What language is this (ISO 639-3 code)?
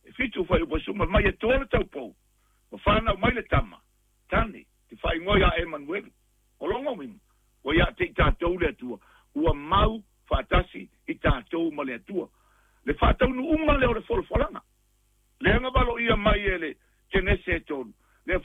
smo